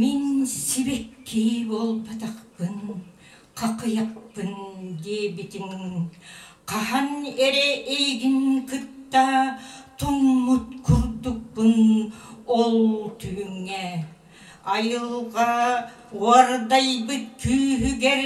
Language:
Yakut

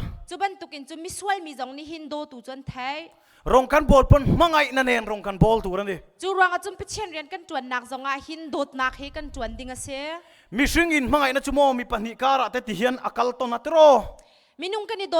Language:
Hakha Chin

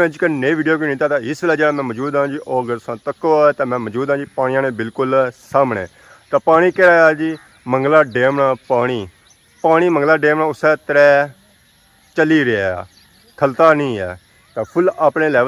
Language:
Pahari-Potwari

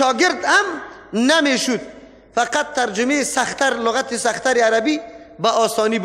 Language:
Persian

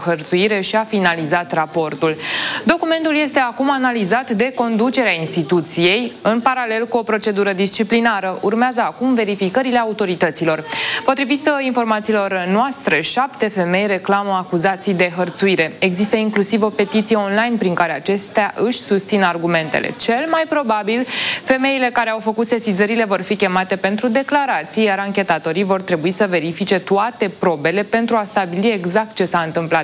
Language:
Romanian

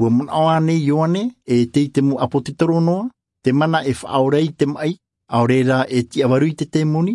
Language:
Tahitian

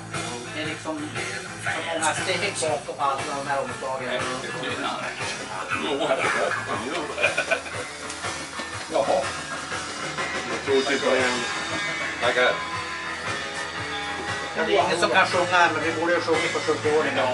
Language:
Swedish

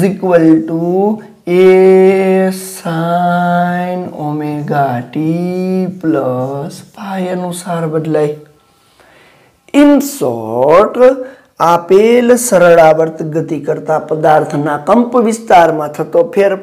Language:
Gujarati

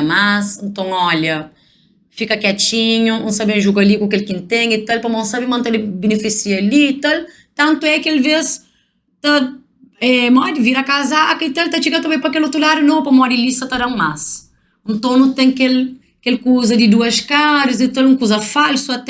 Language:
Kabuverdianu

